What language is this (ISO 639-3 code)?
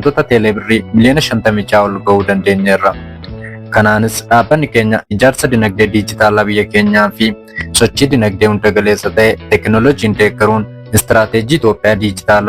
orm